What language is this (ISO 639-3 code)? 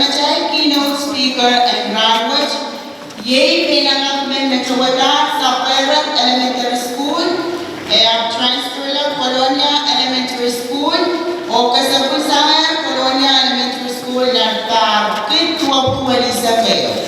pon